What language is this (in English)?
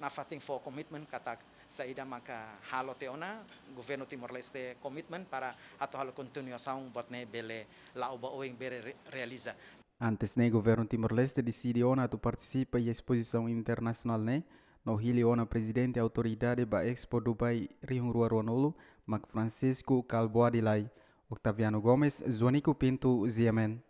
Tetum